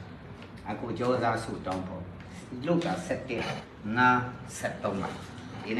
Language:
Burmese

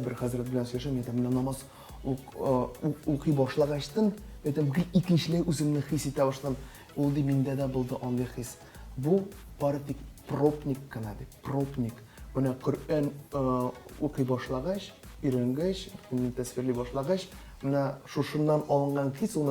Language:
Tatar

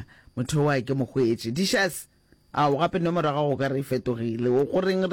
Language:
Northern Sotho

